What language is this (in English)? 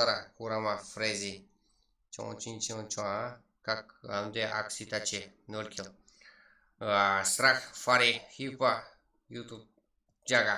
Kara-Kalpak